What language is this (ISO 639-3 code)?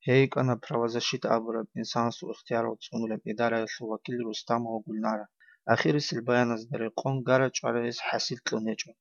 ava